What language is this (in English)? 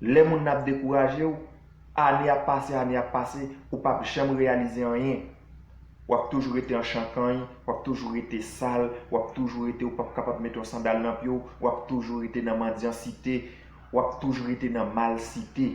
Haitian Creole